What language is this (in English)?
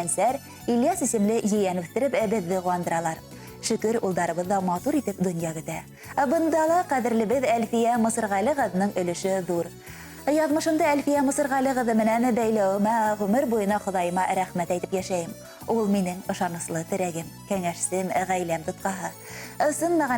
Bashkir